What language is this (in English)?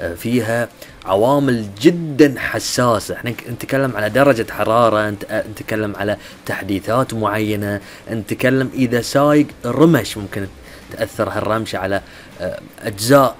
Gulf Arabic